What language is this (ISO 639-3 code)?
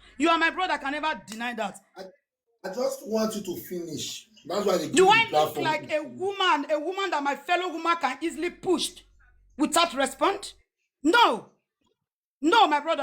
pcm